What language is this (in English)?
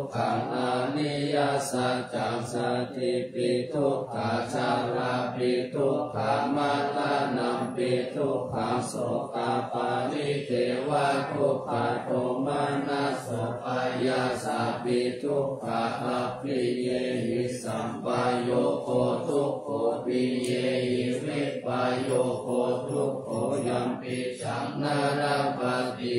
Pali